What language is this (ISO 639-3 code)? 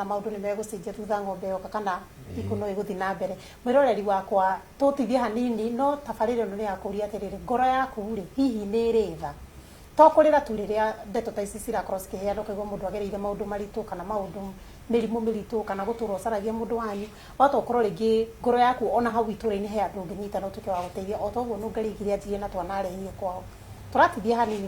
kik